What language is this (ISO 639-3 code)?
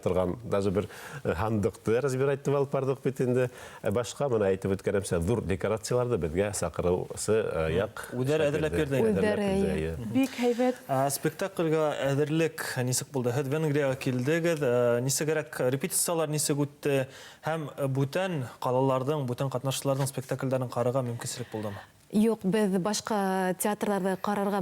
bak